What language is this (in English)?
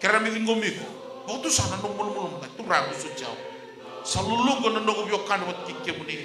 Fijian